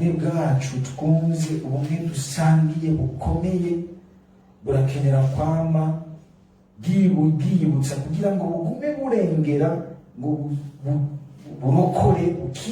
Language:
Rundi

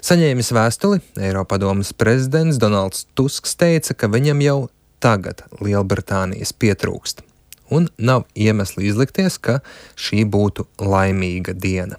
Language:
Latvian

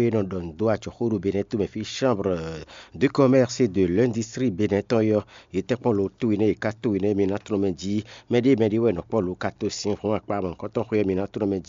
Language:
Fon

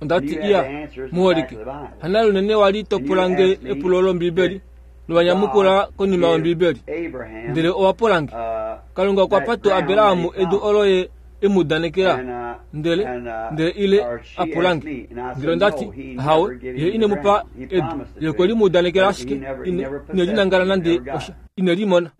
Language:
Kuanyama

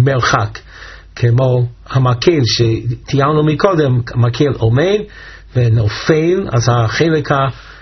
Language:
Hebrew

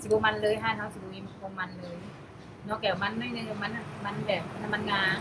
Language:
Lao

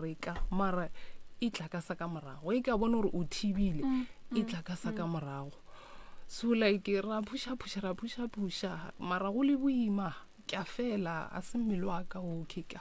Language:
Northern Sotho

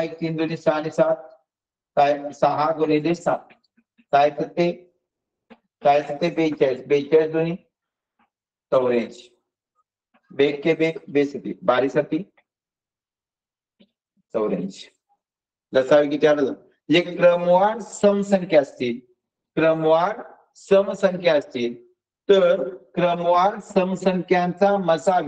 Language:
Marathi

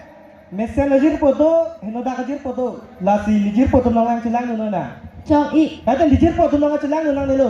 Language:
Karbi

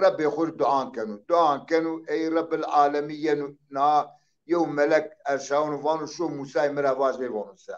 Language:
Zaza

